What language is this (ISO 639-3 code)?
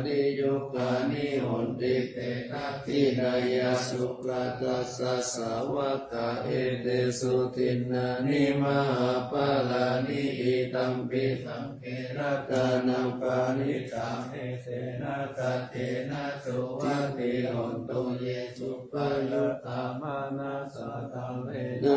pli